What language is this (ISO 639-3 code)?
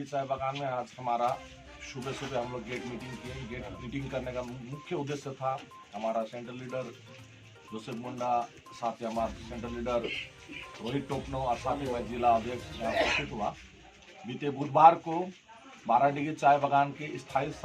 sck